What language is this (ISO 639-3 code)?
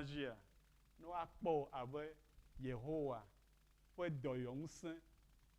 ewe